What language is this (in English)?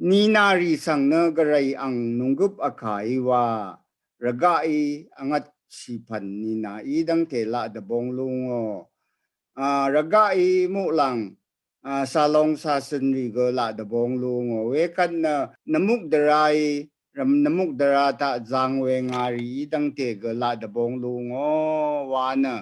Rawang